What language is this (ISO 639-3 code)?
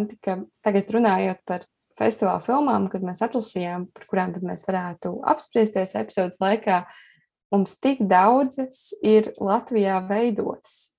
lav